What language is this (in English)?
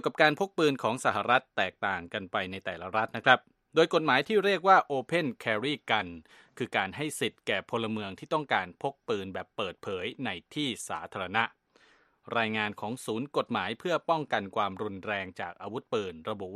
Thai